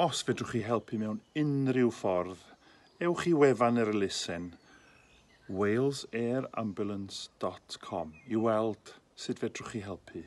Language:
Welsh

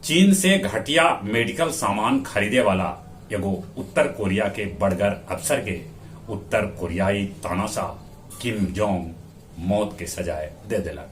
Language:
Magahi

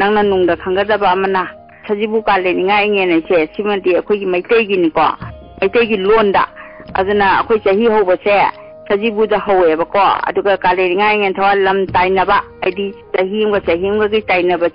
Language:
Manipuri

